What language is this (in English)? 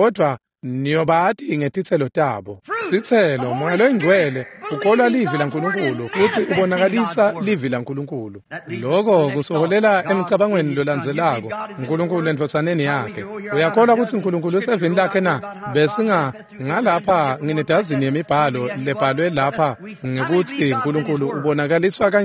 Swati